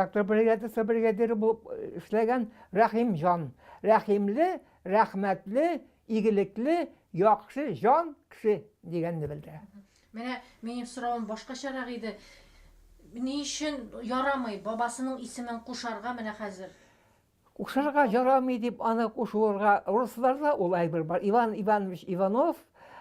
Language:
Tatar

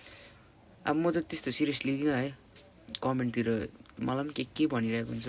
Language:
Nepali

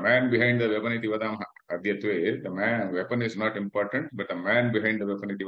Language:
Sanskrit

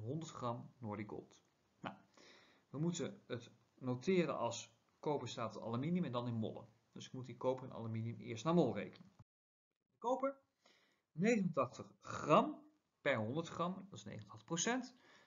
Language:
Dutch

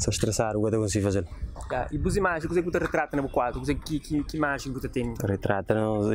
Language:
Kabuverdianu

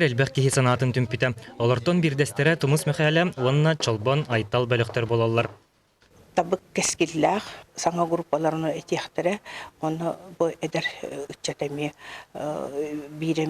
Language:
Yakut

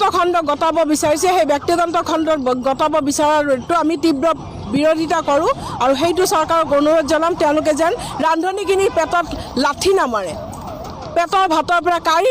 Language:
Assamese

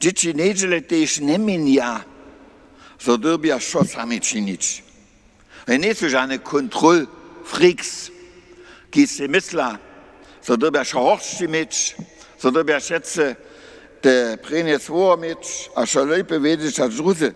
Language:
Upper Sorbian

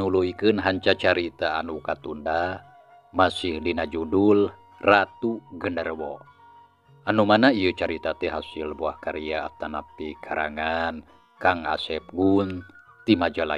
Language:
Sundanese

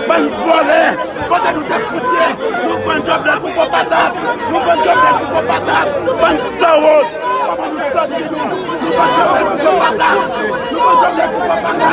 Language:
Haitian Creole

